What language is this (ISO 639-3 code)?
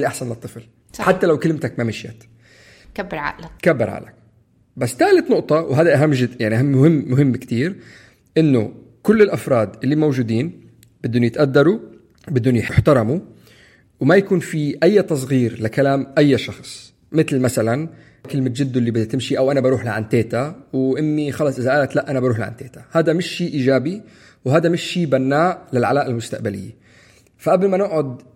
apc